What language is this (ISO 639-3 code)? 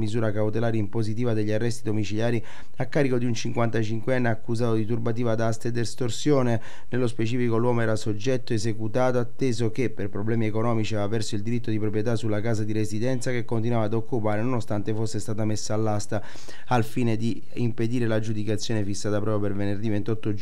ita